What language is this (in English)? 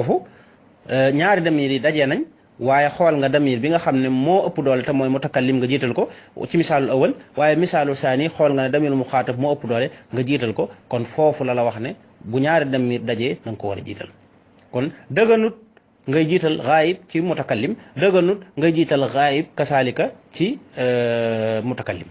Wolof